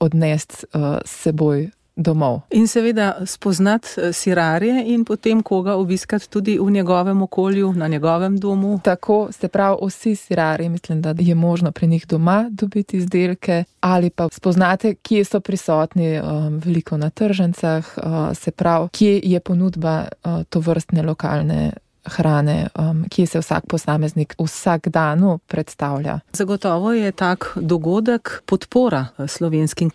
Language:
Slovenian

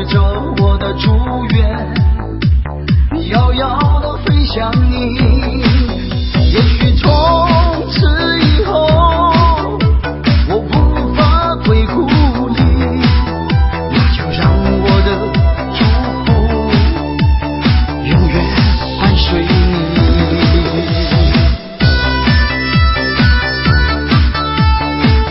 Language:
Chinese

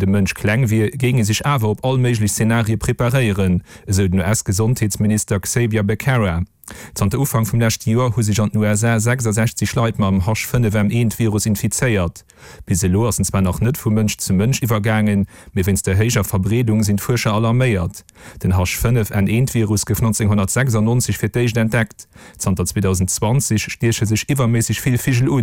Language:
Luxembourgish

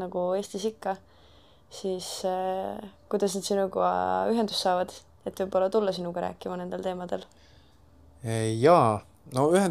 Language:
Estonian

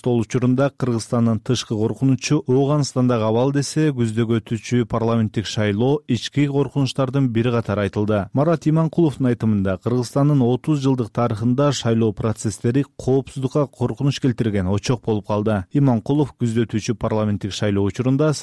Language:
Kyrgyz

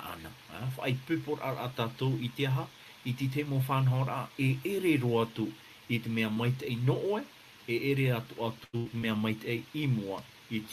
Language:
Tahitian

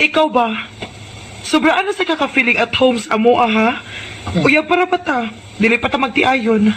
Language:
Cebuano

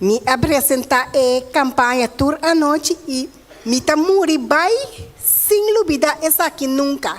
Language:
Papiamento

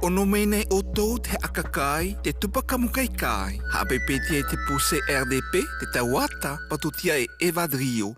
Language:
South Marquesan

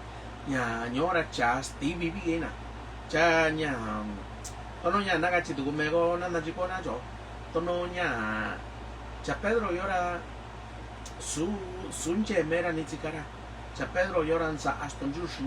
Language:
Mixtepec Mixtec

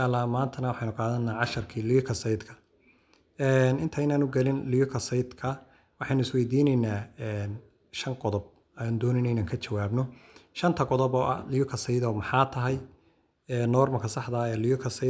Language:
Somali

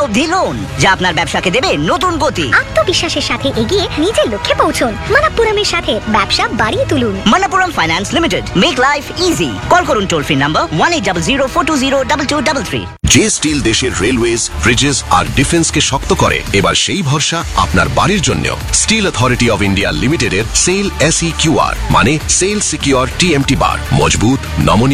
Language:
Bangla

